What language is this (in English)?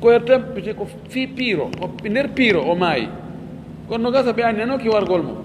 Fula